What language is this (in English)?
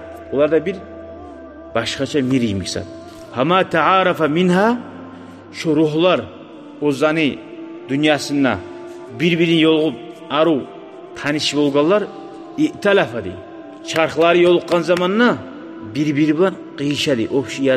Kumyk